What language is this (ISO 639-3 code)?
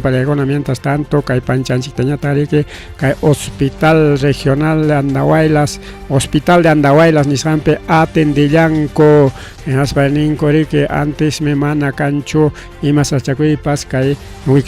quy